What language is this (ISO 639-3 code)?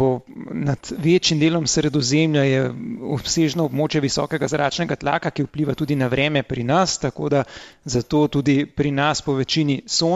slv